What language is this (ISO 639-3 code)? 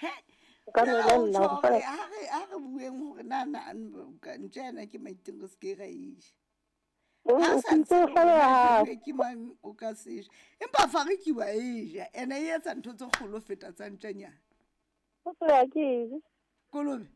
sot